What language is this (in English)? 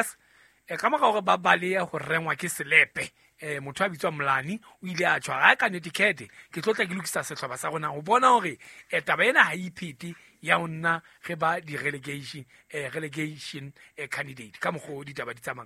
Southern Sotho